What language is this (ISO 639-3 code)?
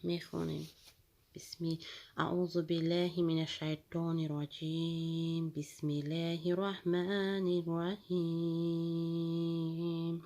tgk